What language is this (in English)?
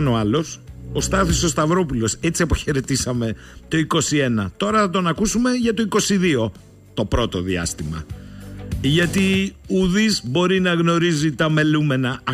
Greek